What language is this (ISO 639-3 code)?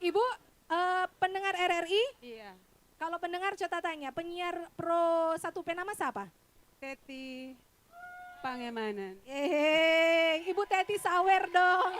xmm